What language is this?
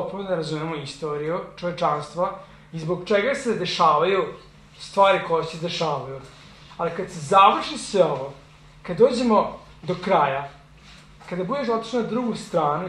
Serbian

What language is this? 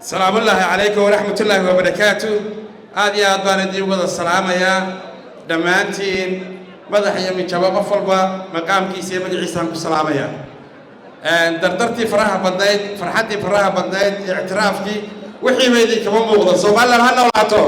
Somali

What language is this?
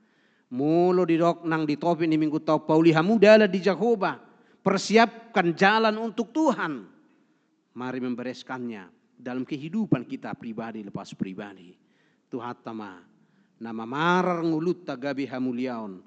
Batak Toba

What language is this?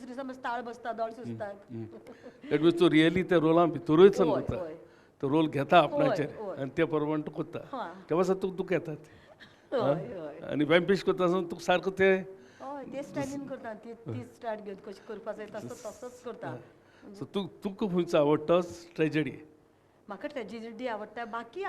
Konkani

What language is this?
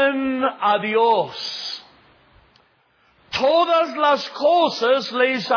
Spanish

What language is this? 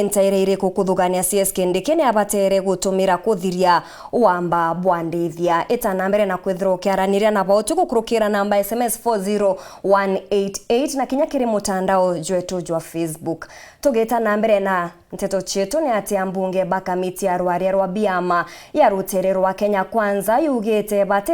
Meru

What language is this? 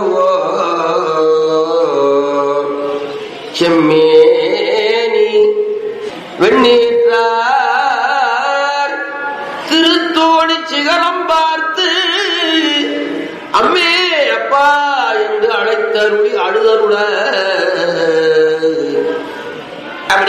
Tamil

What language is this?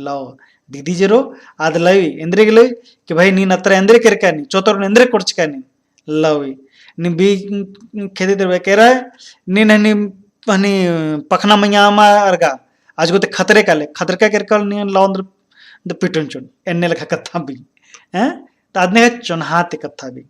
Kurukh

